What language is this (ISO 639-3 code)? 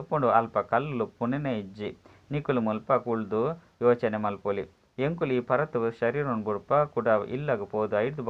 tcy